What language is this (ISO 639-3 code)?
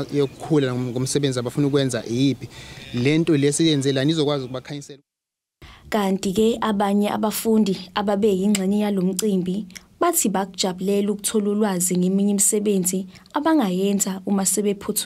zul